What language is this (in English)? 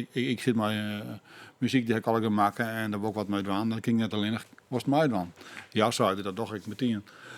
Western Frisian